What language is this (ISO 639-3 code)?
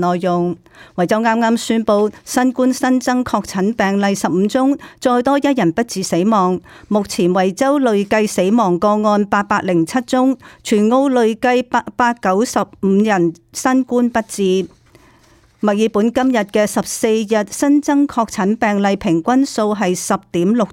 yue